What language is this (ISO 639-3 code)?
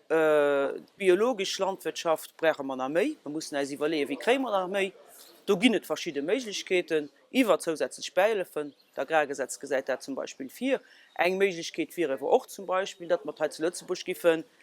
ltz